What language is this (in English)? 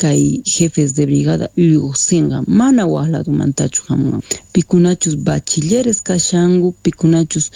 South Bolivian Quechua